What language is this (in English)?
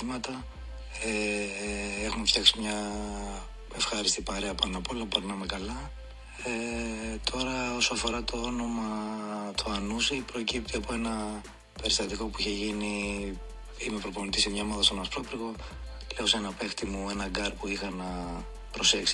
Greek